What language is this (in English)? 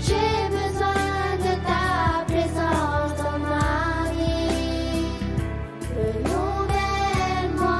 Tahitian